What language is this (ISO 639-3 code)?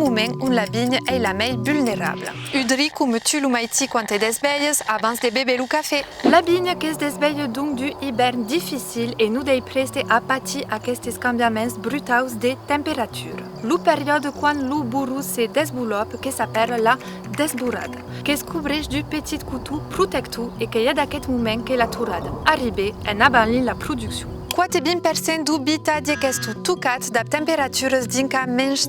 oci